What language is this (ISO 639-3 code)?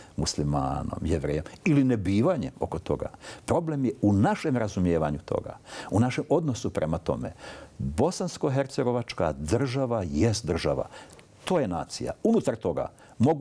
bos